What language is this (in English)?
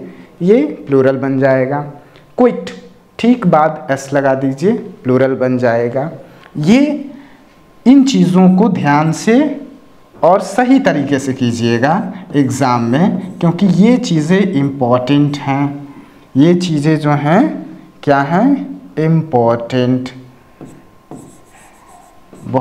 Hindi